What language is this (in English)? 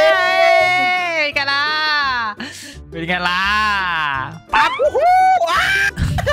Thai